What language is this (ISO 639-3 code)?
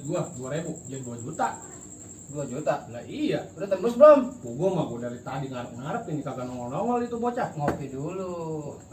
bew